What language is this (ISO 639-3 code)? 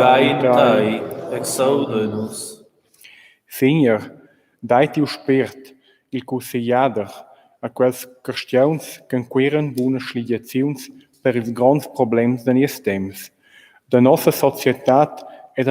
roh